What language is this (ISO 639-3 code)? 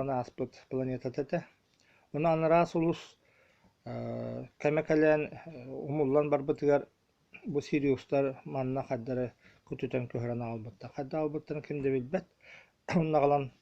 sah